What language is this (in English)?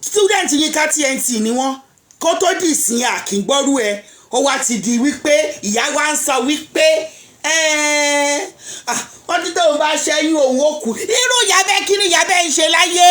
Yoruba